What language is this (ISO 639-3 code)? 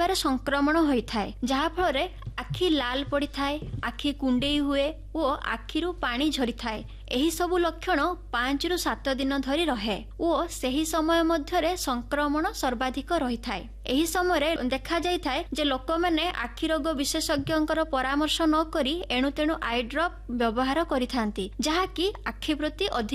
ori